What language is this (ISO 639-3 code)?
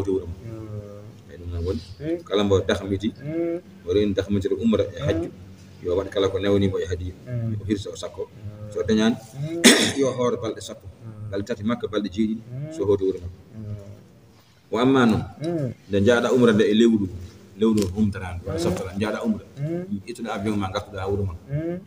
ful